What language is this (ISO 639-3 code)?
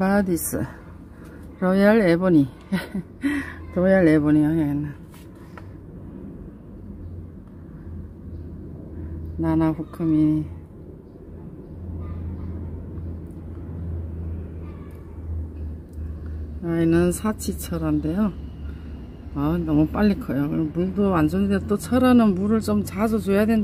kor